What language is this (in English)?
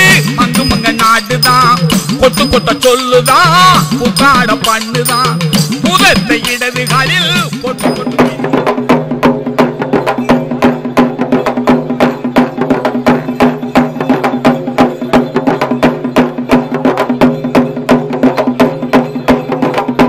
Tamil